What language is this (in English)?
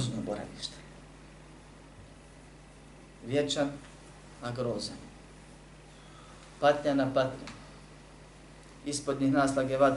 Bosnian